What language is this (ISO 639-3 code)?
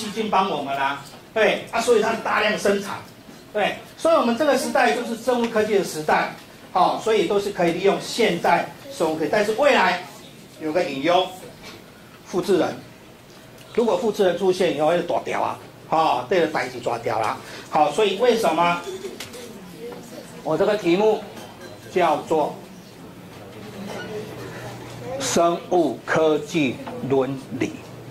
zho